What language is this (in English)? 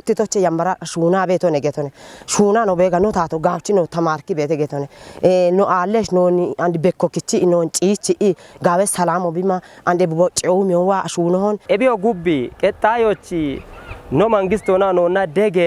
Kafa